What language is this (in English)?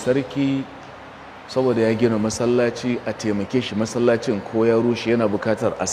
Hausa